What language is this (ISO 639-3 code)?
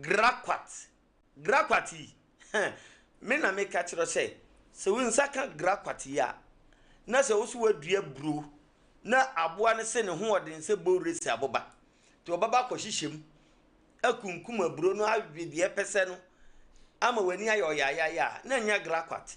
aka